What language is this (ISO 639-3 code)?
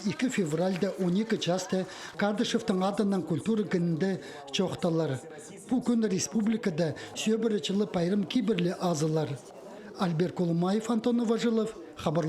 kjh